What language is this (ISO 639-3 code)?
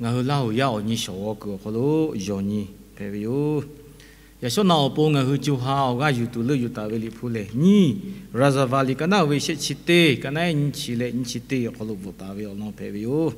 lhu